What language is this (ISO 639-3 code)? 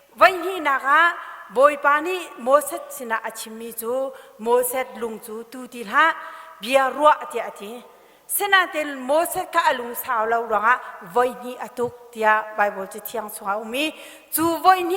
cnh